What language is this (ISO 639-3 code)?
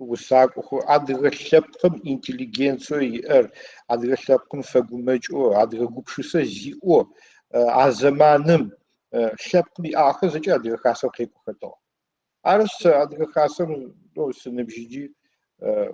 ady